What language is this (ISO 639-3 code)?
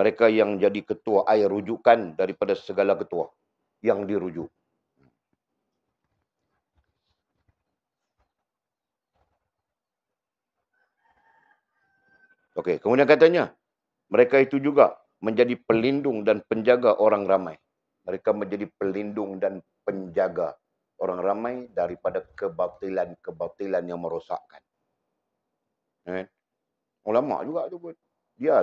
msa